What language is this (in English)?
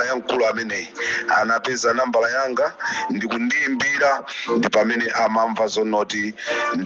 Nyanja